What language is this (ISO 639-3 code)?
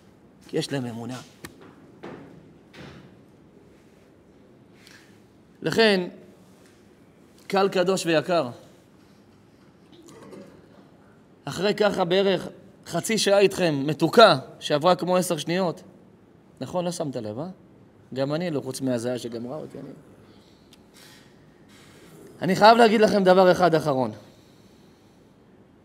heb